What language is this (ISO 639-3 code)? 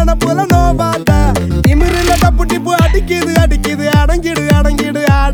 tam